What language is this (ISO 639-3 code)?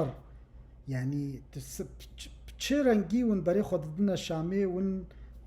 kur